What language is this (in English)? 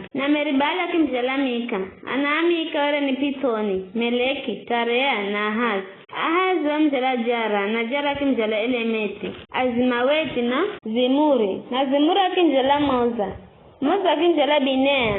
Giryama